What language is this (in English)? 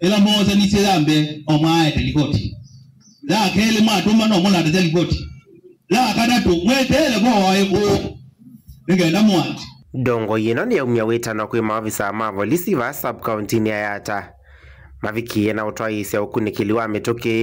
Kamba